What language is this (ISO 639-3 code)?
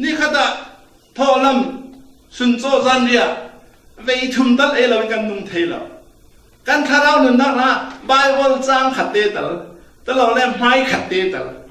cfm